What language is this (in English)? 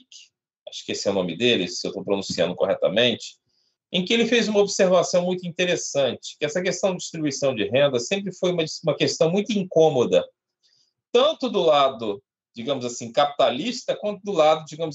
Portuguese